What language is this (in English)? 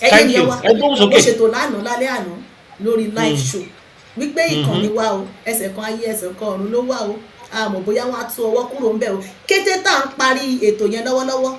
Yoruba